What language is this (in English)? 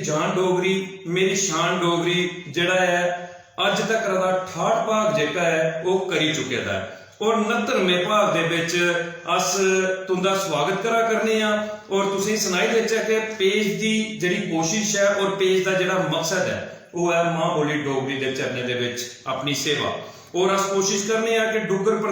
Dogri